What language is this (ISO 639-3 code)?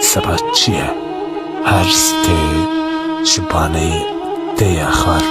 kur